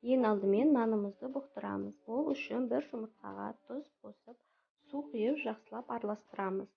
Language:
Kazakh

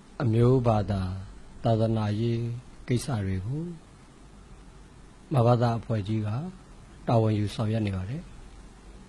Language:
Burmese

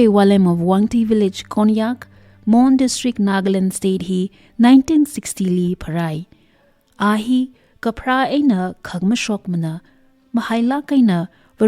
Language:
Tangkhul Naga (India)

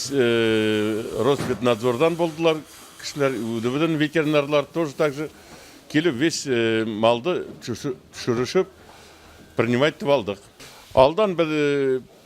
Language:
Bashkir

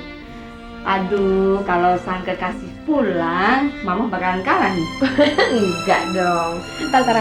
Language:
Betawi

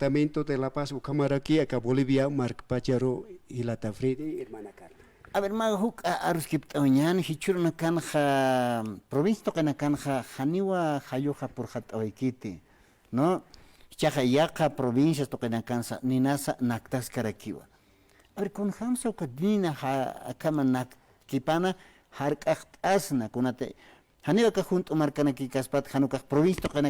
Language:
Aymara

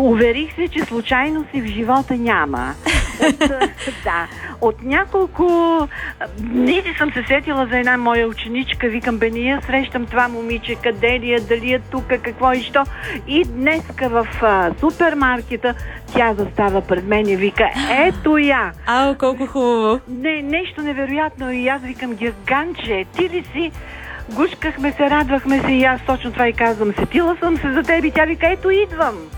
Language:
Bulgarian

